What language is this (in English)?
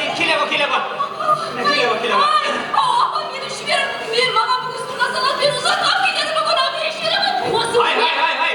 Kara-Kalpak